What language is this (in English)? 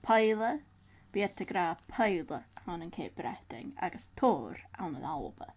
Scottish Gaelic